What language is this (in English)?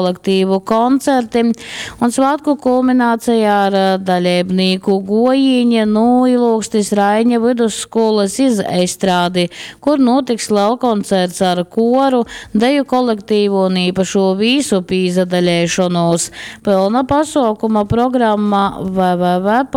Latgalian